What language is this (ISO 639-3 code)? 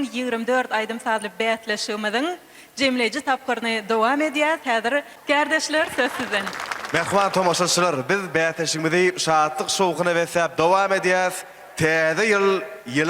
tuk